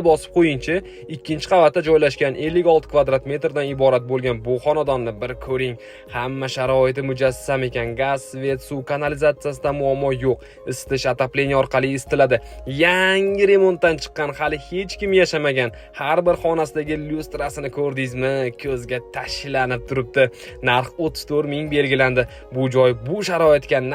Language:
Uzbek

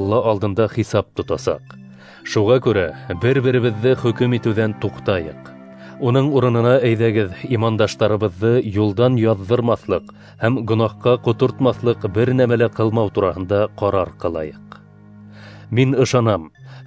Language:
Bashkir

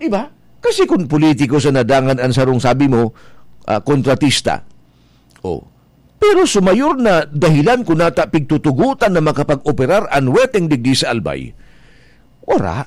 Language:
Bikol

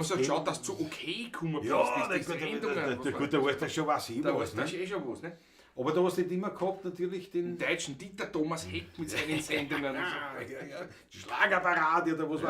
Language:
Bavarian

